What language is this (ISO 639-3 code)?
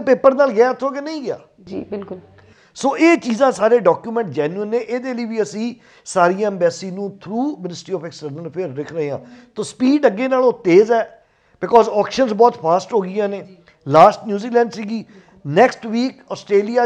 pan